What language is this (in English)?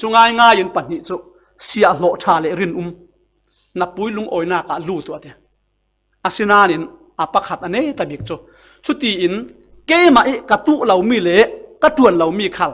Falam Chin